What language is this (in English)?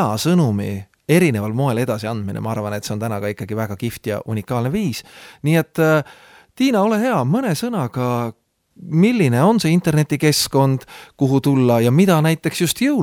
Estonian